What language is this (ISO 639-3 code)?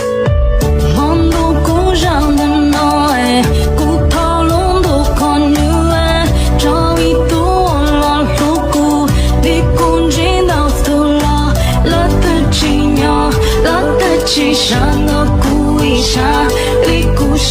hmn